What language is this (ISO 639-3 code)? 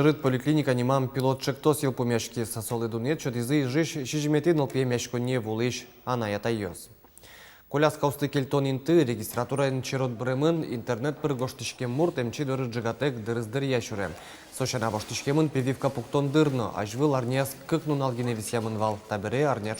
udm